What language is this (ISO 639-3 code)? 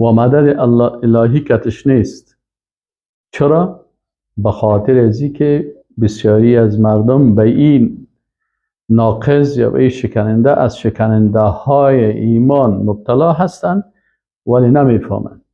fas